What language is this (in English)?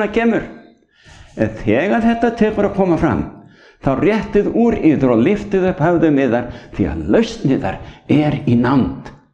Icelandic